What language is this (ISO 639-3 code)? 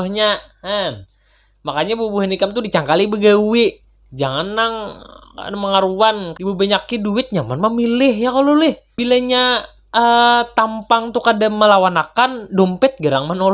bjn